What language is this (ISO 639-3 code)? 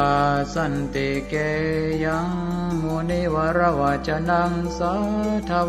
pli